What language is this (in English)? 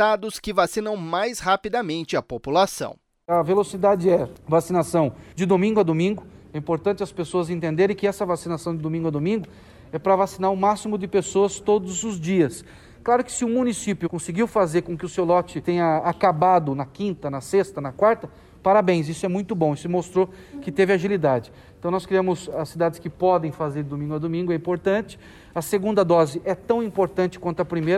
Portuguese